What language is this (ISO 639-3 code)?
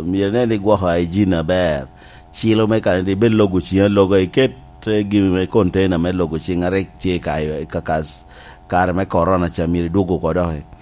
laj